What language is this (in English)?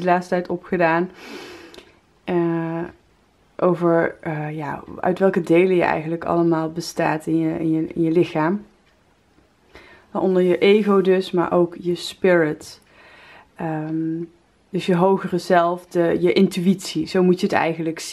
Dutch